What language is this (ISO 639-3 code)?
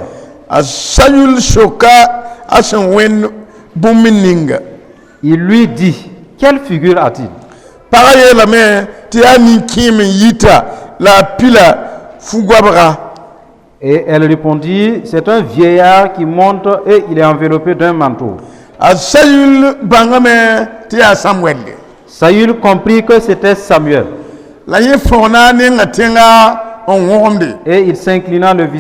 mos